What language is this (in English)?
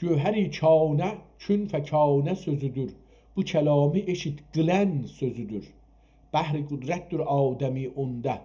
South Azerbaijani